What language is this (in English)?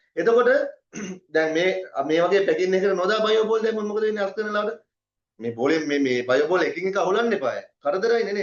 Sinhala